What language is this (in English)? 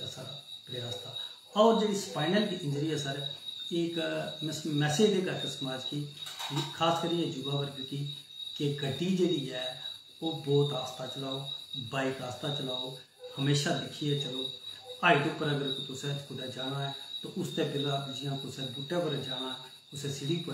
Dogri